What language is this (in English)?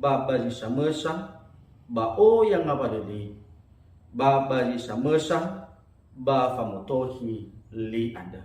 Nias